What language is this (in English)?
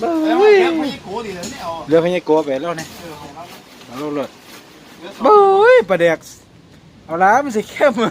Lao